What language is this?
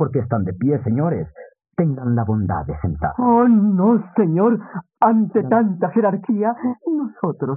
Spanish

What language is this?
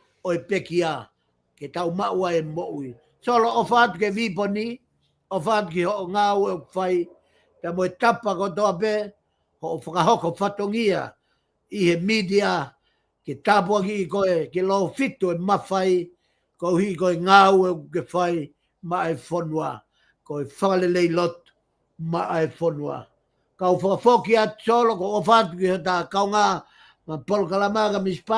Tongan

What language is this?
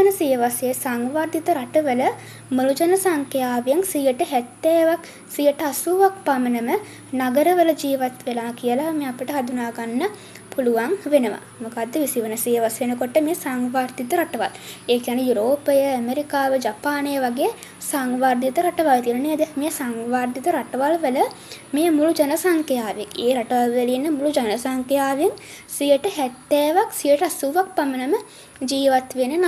Sinhala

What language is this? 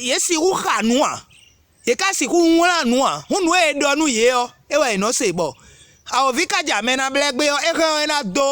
Fon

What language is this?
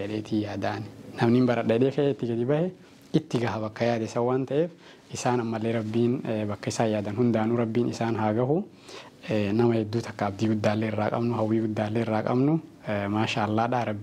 Oromo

